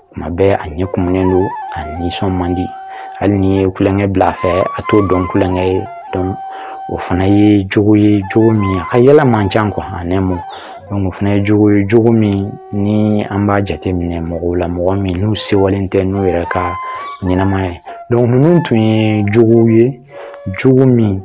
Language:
Bambara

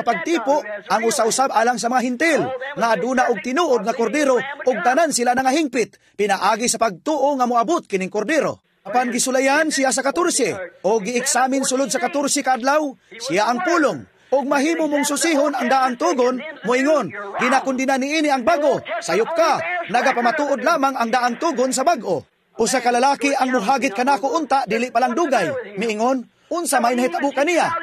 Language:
Cebuano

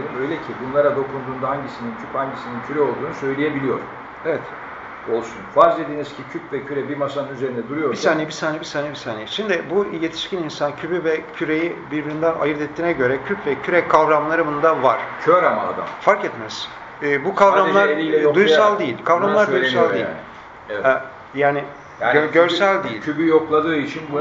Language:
Turkish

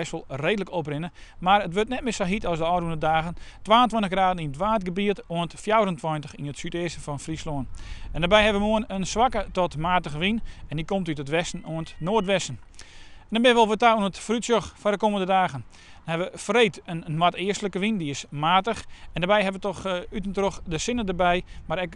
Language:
Western Frisian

